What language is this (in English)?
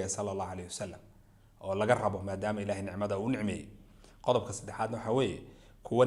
Somali